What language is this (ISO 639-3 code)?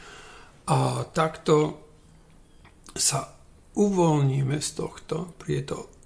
slk